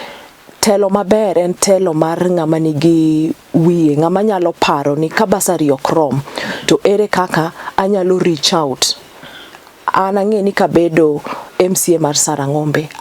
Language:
Luo (Kenya and Tanzania)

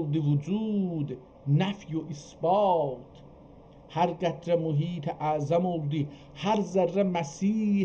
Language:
South Azerbaijani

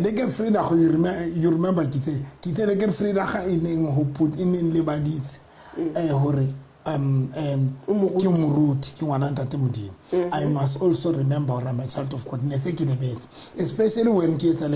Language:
Southern Sotho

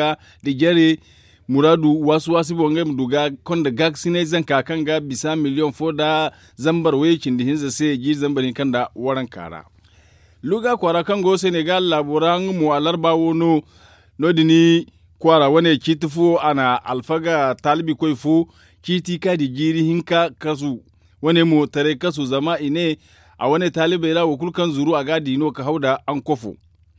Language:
Zarma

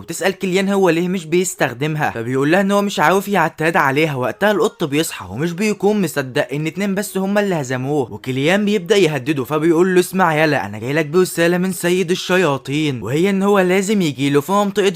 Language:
Egyptian Arabic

